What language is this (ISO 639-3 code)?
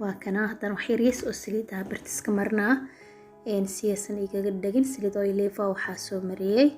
som